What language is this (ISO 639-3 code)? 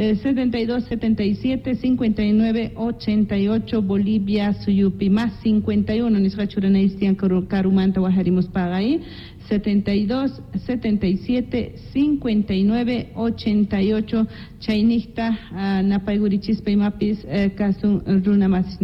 que